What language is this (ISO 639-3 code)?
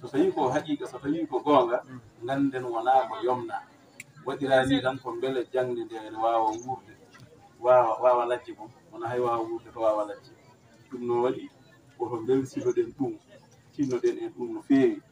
ful